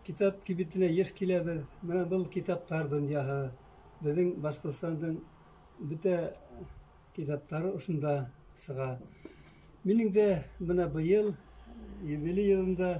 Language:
Bashkir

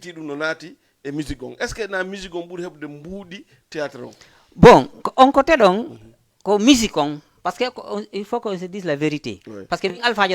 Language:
Fula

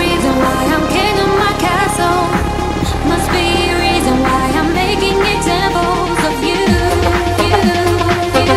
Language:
English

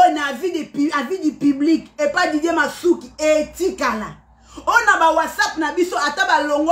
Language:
Lingala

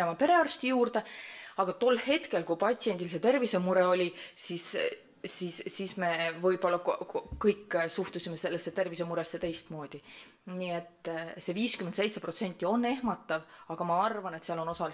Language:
Estonian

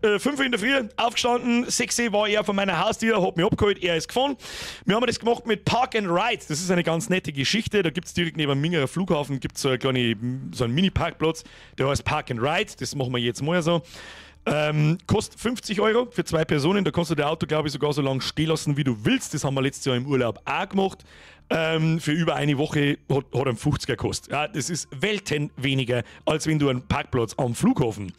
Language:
Bavarian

